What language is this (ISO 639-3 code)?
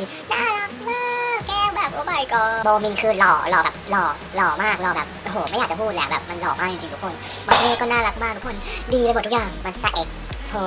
tha